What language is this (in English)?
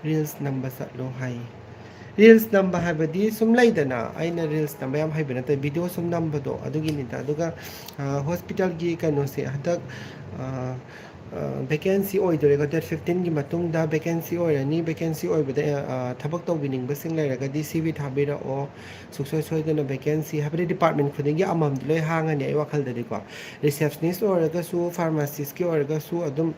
Manipuri